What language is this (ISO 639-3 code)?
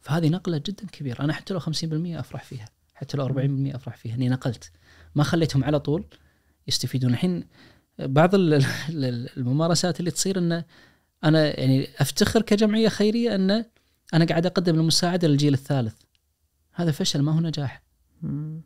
ars